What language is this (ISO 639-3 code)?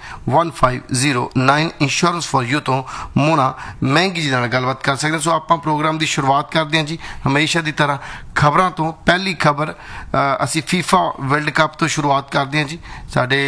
pan